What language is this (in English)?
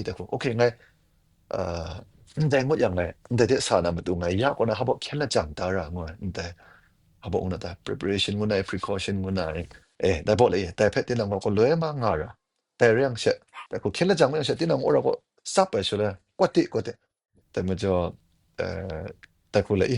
Kachin